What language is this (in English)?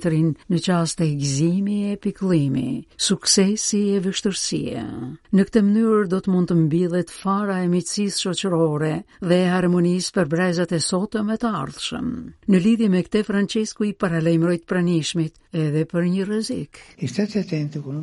Albanian